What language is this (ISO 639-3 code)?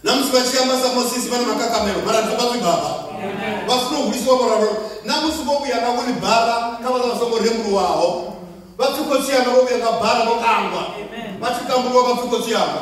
ven